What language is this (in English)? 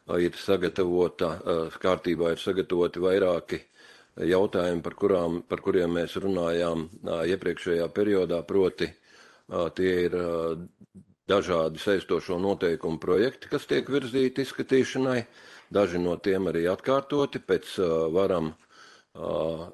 Latvian